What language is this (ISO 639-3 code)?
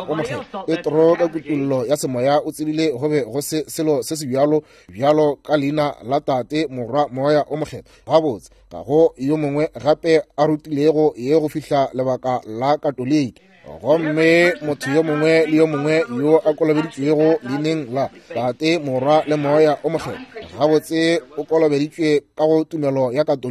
nso